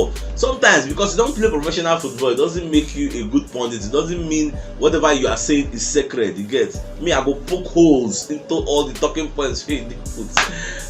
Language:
Nigerian Pidgin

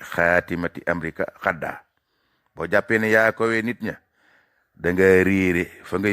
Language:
Wolof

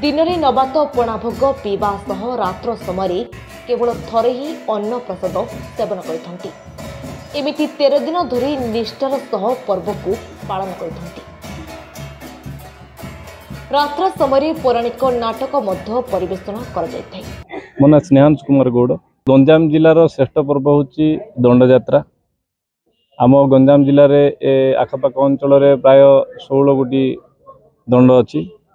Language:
Odia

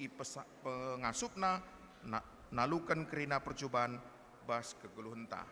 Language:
Batak Karo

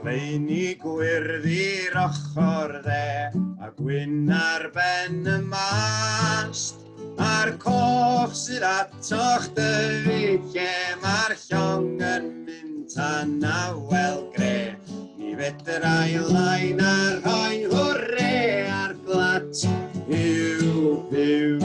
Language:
Welsh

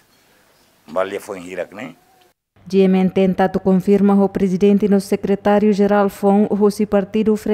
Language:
Tetum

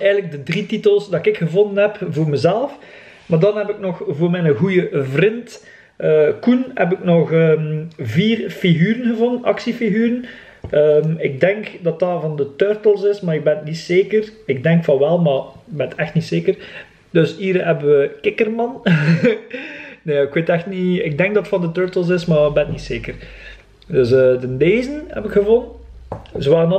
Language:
Dutch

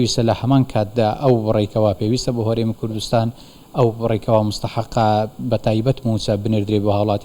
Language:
Central Kurdish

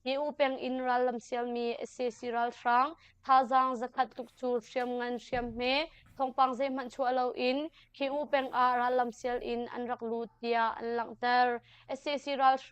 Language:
Hakha Chin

